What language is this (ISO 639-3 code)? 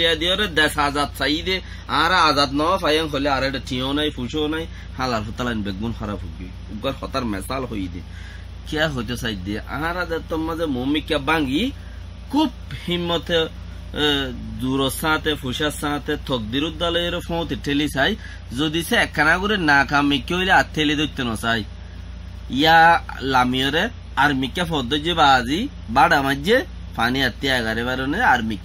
rhg